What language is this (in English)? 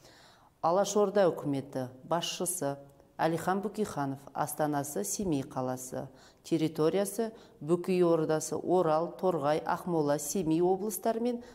Kazakh